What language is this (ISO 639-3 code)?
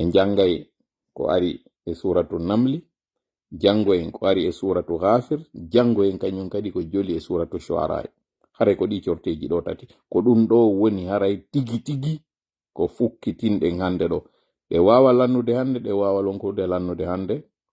ful